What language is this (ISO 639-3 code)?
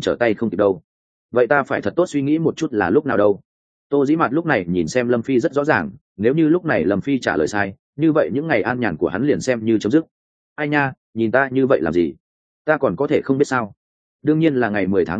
vie